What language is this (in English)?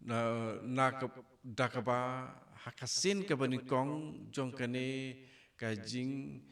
Khasi